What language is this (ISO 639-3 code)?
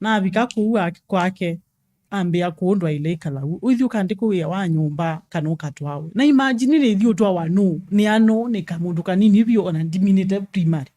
kam